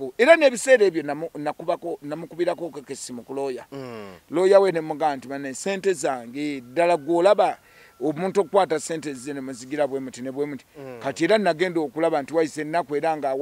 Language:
Ganda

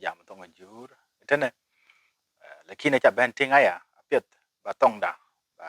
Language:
Dinka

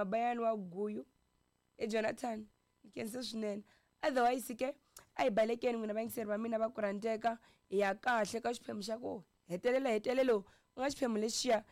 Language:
Tsonga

